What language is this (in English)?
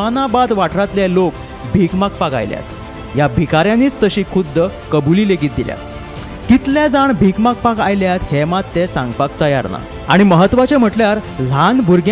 Konkani